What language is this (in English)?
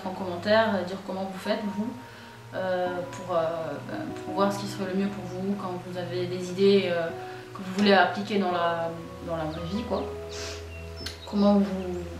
French